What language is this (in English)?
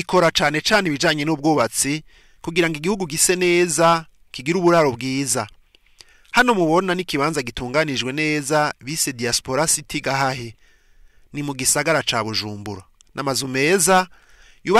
Rundi